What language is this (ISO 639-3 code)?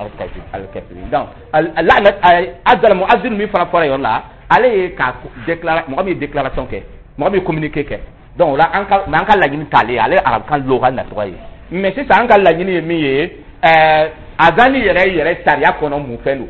dyu